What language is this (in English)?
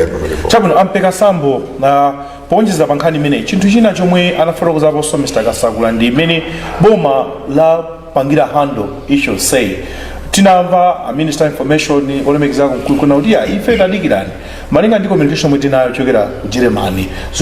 Nyanja